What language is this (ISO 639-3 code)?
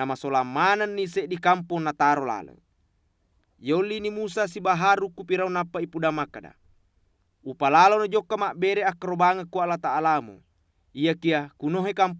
bug